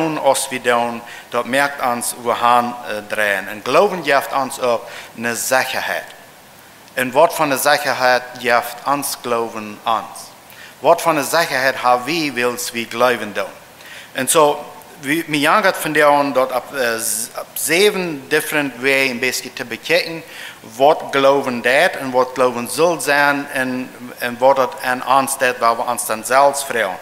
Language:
Plautdietsch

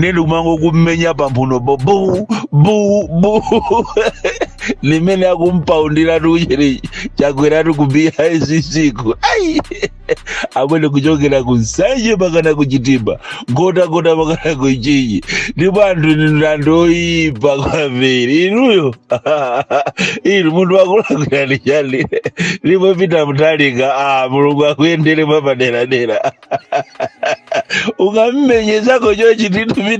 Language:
Nyanja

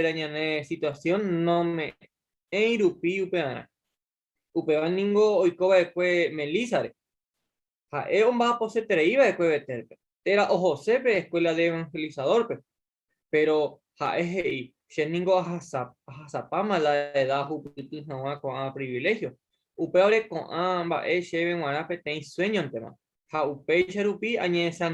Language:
Guarani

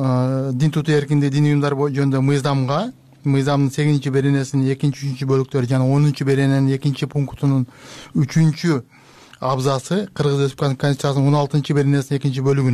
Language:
Kyrgyz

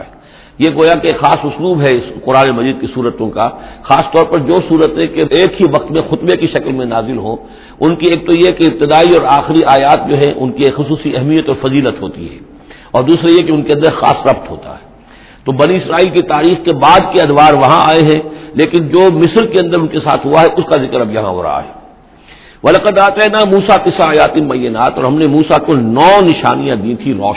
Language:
Urdu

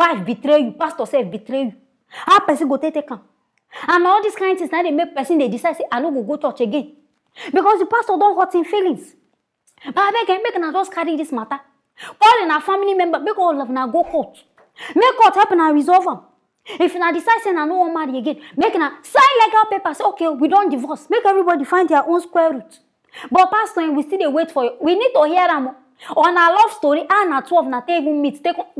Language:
Nigerian Pidgin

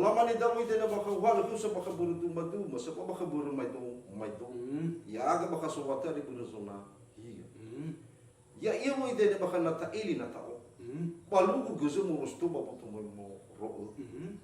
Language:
Nias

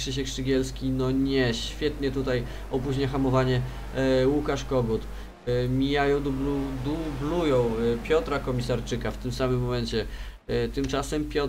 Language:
Polish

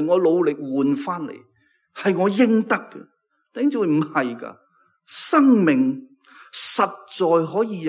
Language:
Cantonese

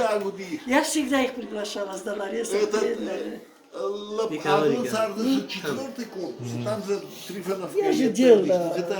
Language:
Ossetic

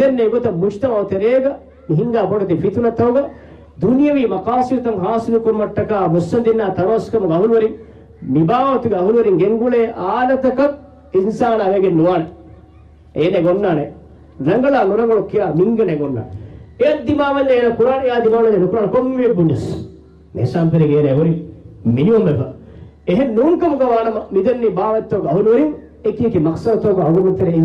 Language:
Divehi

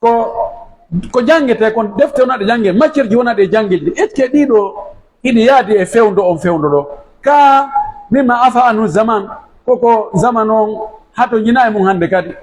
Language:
Pular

